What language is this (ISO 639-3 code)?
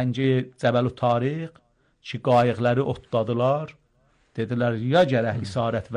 aze